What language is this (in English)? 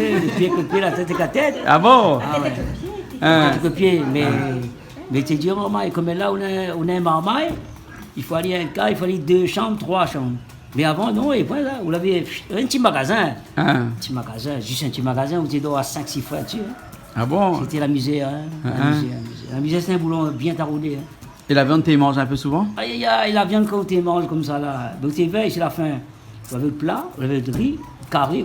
Réunion Creole French